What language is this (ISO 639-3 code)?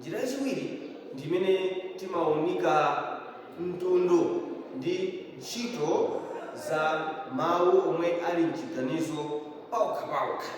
nya